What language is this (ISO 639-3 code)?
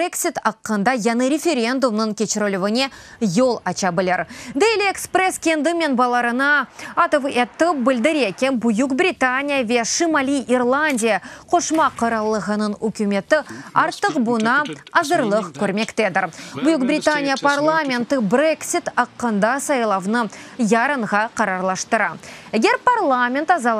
crh